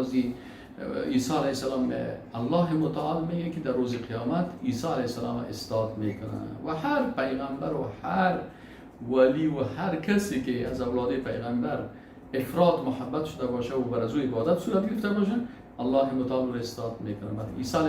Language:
Persian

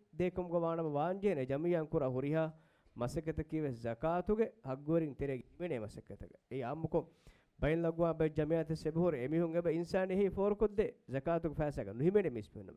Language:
Divehi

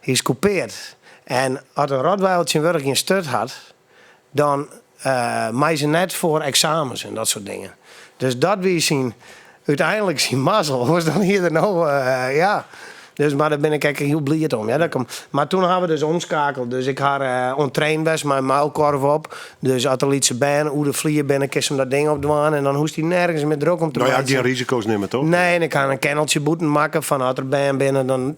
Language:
Western Frisian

